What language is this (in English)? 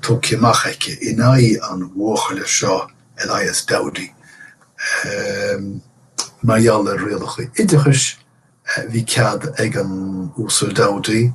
Irish